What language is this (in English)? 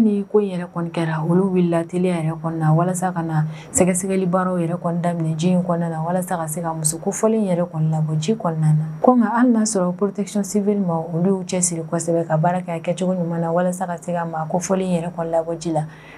Bambara